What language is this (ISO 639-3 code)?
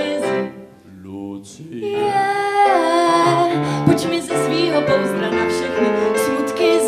ces